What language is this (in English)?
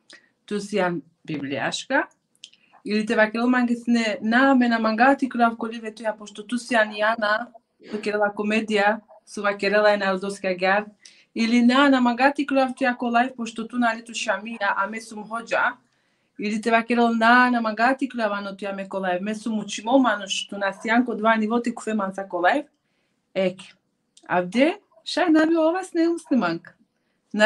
Balkan Romani